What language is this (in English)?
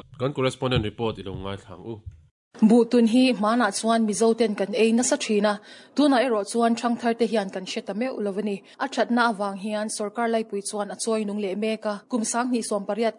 Mizo